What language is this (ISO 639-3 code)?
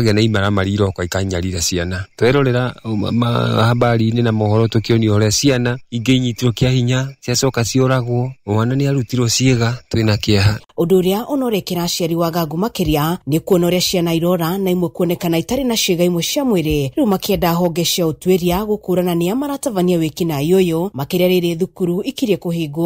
kik